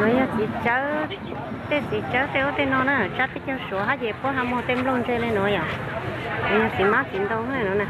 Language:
Hmong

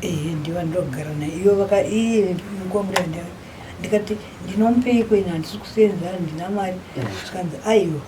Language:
Shona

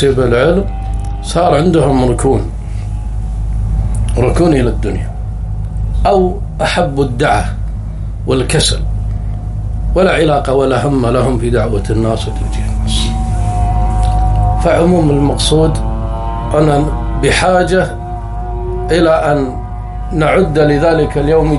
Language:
Arabic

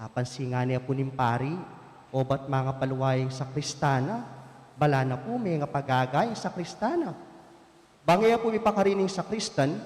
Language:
Pampanga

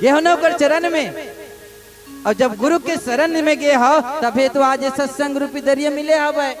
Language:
Chhattisgarhi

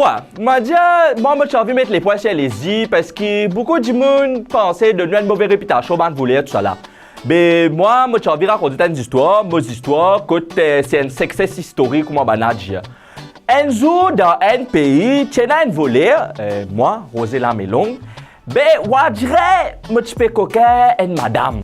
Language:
Morisyen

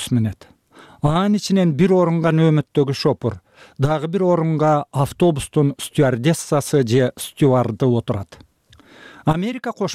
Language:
Kyrgyz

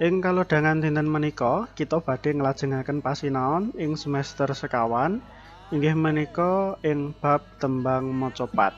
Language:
Javanese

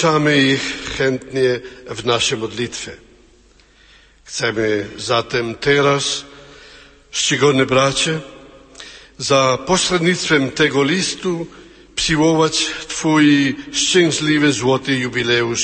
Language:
Polish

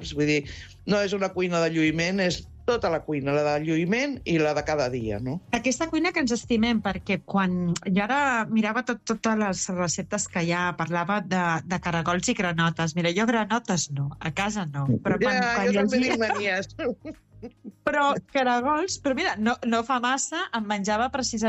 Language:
Catalan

